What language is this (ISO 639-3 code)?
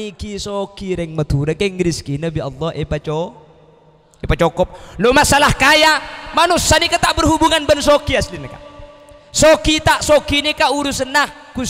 mad